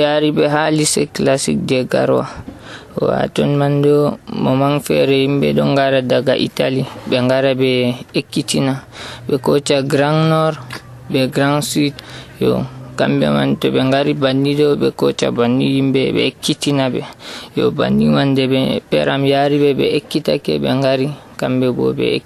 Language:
Nigerian Fulfulde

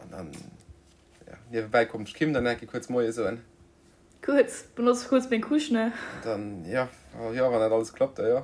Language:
Luxembourgish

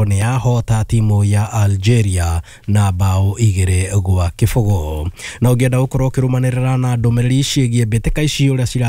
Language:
Kikuyu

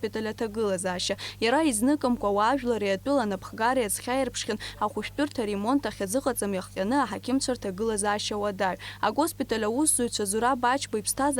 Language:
Abkhazian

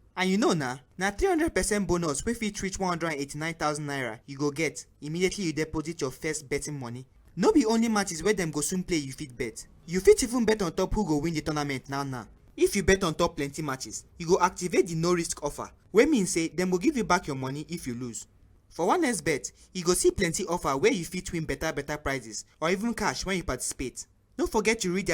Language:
Nigerian Pidgin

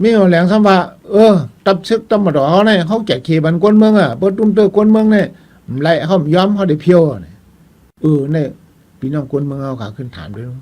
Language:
Shan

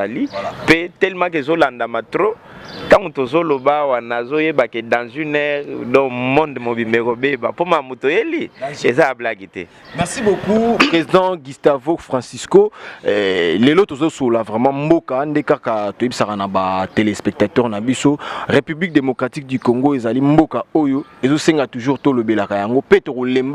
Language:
Lingala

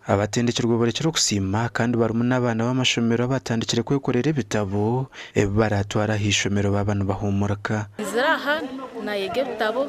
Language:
Nyankole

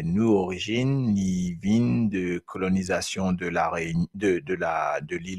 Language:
Morisyen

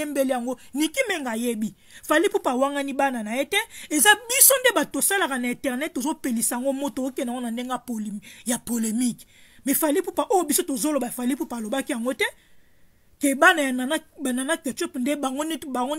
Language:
Lingala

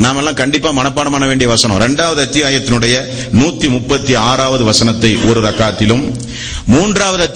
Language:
Tamil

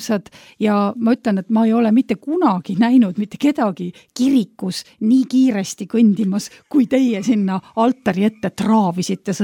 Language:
Estonian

